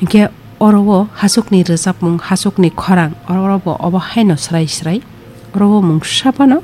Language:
Kok Borok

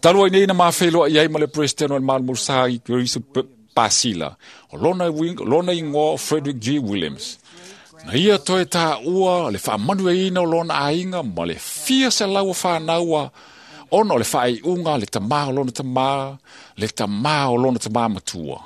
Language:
Samoan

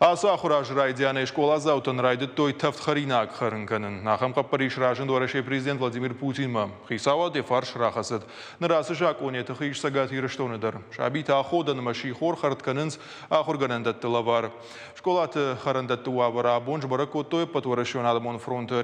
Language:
Ossetic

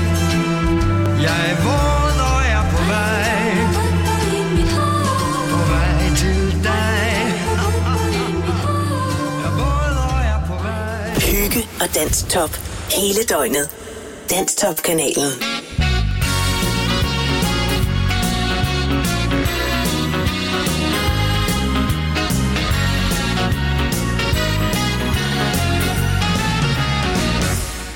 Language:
Danish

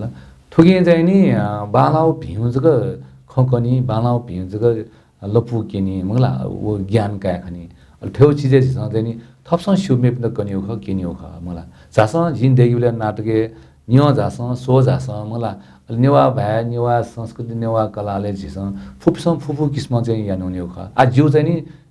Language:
Newari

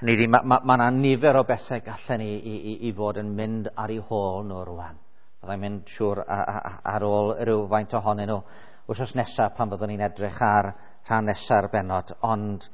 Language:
Welsh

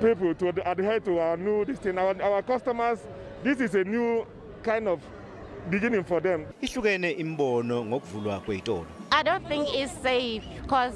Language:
Zulu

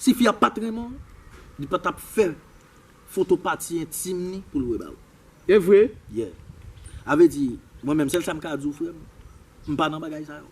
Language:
Haitian Creole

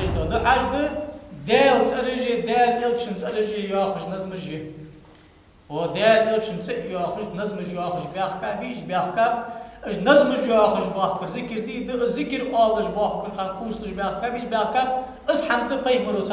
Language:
Ingush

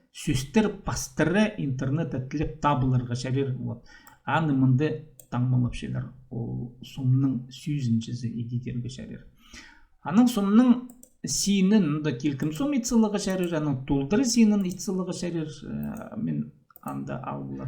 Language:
Khakas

